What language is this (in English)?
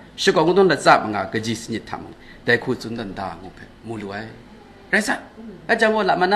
Kachin